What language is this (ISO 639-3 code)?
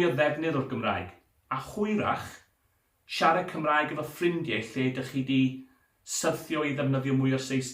cym